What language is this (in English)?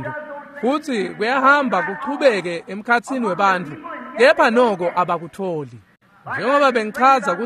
Swati